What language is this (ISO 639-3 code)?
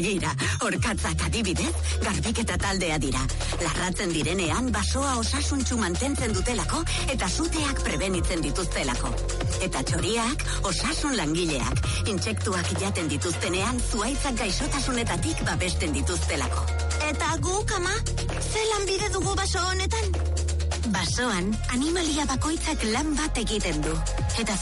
eus